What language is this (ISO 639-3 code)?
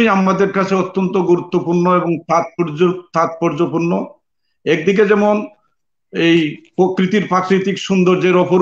ben